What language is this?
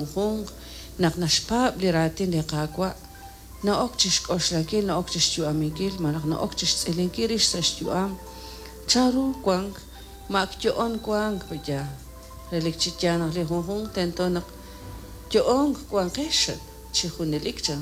Kekchí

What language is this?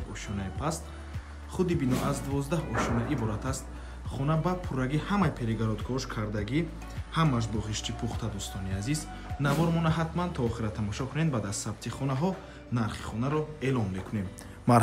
Tajik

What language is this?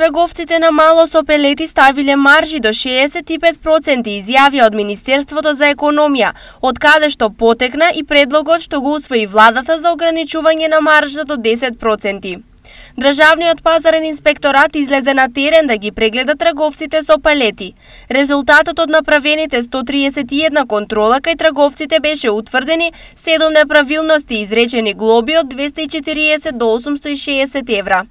Macedonian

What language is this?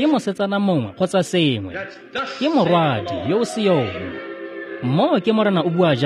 Tswana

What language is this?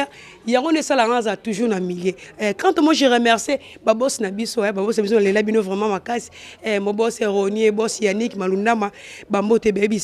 Lingala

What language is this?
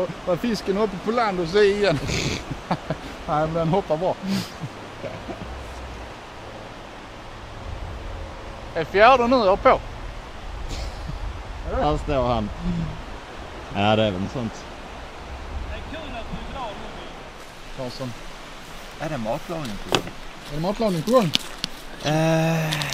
Swedish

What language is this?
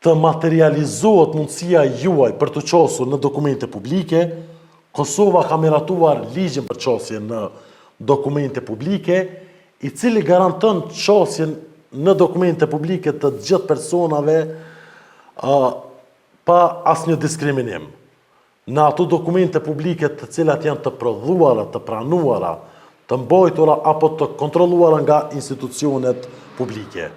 Albanian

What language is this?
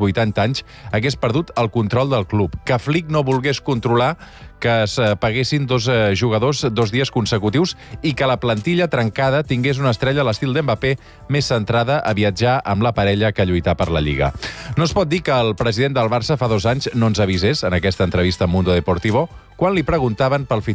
Catalan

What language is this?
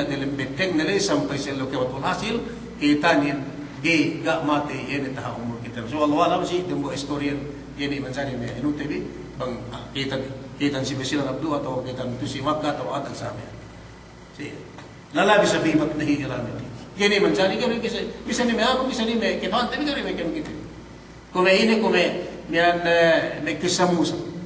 Yakan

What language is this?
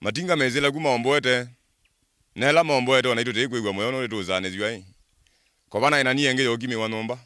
Kamba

